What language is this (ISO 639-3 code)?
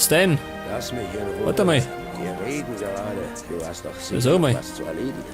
bar